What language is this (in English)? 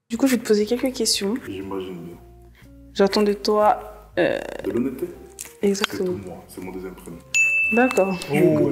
French